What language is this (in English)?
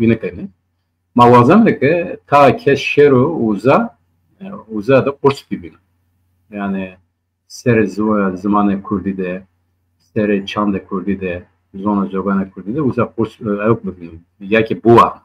Zaza